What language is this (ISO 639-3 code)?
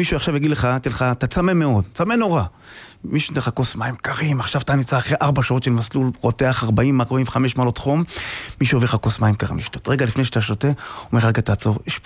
heb